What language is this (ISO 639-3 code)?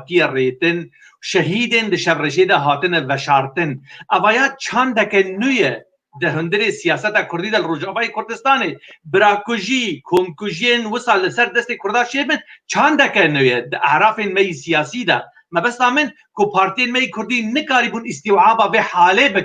kur